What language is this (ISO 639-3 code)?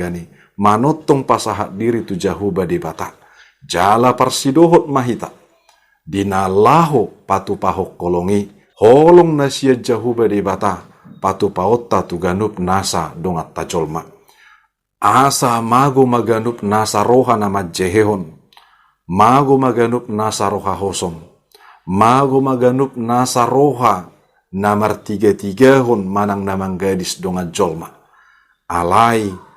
bbc